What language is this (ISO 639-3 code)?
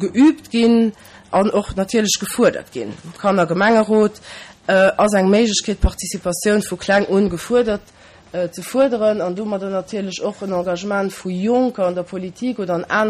ltz